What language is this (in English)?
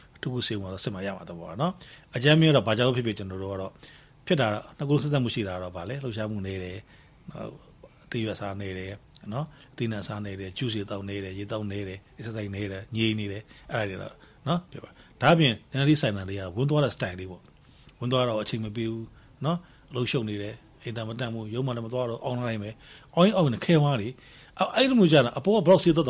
Burmese